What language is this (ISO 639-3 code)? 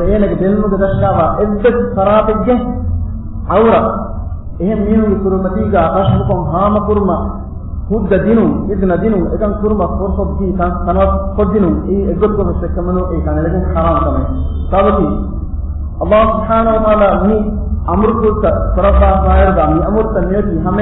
div